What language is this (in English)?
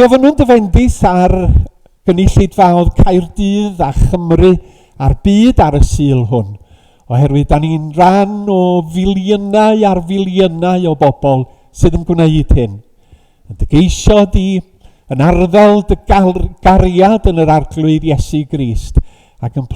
Welsh